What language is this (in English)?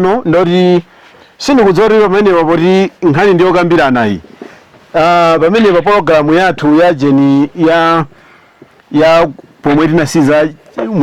Nyanja